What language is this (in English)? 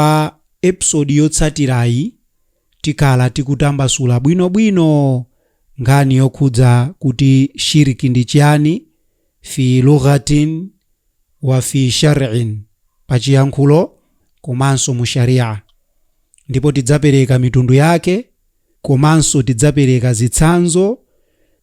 Nyanja